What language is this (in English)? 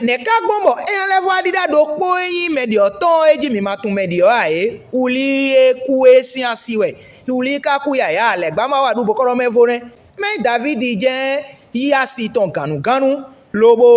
Fon